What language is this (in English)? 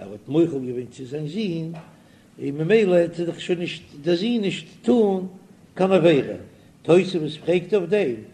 Yiddish